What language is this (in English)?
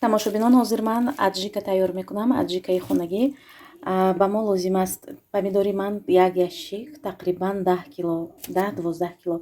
Tajik